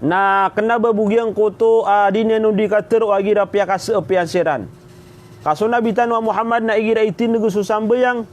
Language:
Maranao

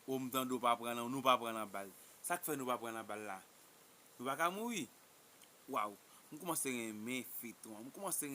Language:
Haitian Creole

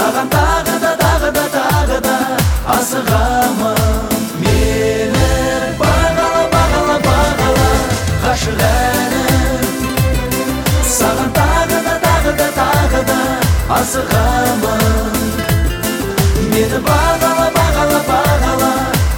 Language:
Kazakh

